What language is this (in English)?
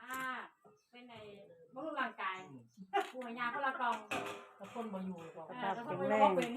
Northeastern Thai